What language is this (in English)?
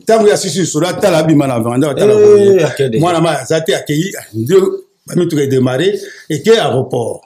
Lingala